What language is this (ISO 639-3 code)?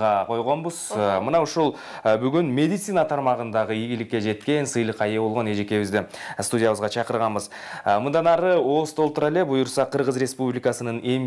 kir